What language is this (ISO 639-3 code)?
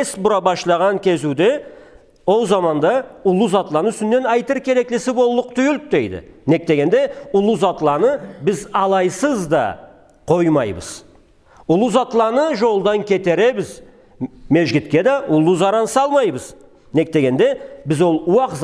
krc